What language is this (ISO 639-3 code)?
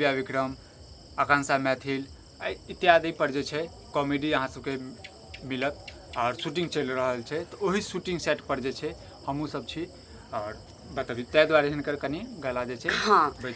mai